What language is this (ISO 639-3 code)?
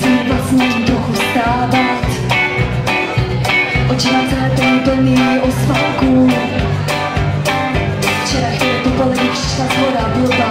ces